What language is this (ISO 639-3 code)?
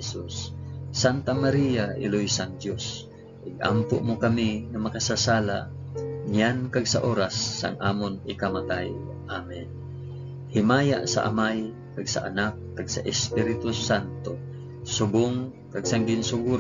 hil